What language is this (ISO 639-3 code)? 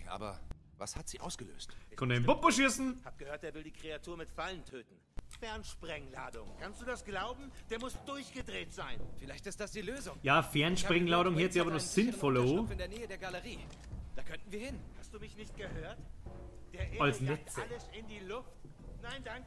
bar